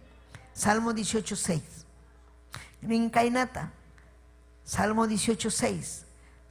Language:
Ayacucho Quechua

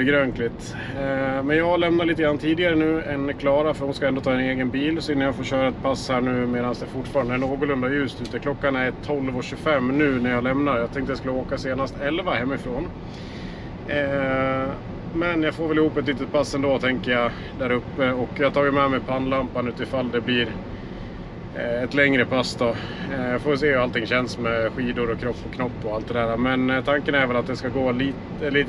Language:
Swedish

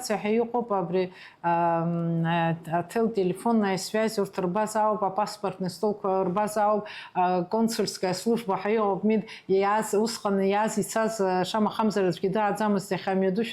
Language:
Abkhazian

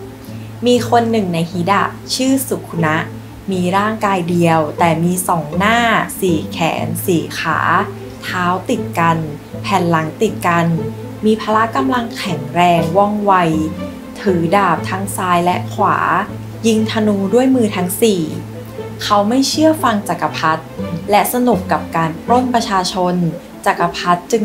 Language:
Thai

